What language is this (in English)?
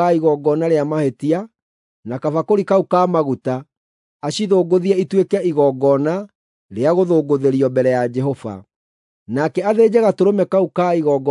Kikuyu